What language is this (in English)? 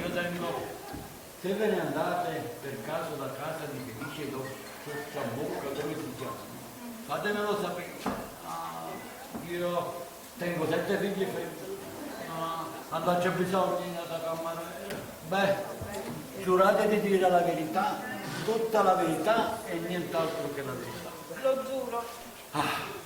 Neapolitan